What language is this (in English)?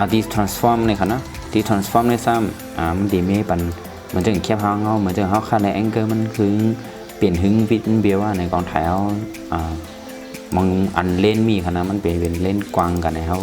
Shan